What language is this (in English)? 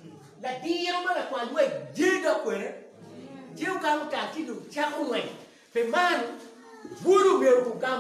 Acoli